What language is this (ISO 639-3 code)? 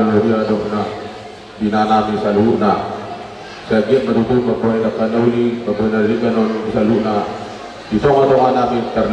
bbc